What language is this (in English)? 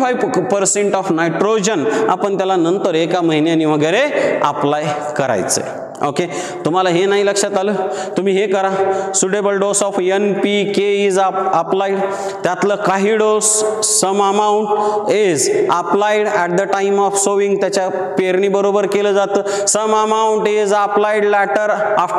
Marathi